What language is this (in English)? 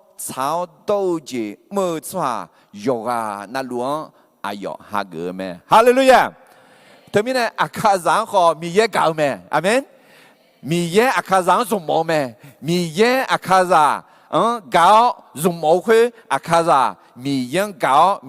Akha